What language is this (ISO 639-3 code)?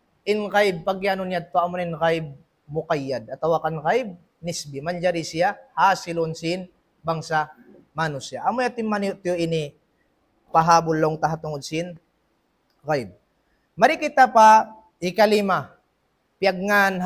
tsg